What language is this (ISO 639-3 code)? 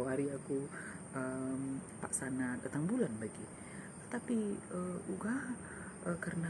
btx